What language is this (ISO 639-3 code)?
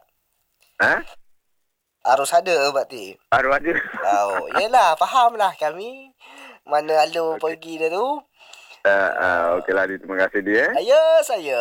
msa